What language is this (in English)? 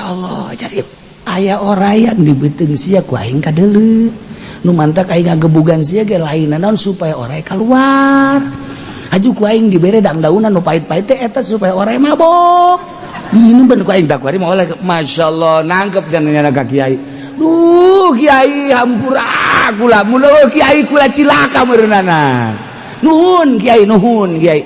Sundanese